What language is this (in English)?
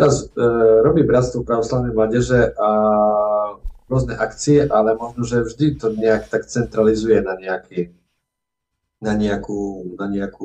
Slovak